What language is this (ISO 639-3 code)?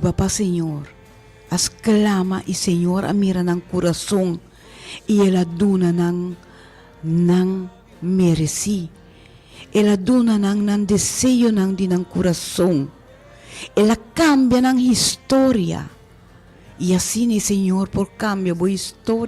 pap